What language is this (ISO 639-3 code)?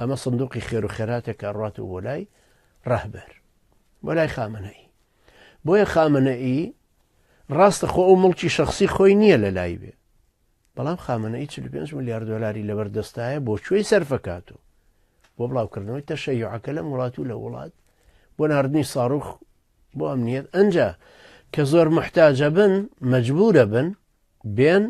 ckb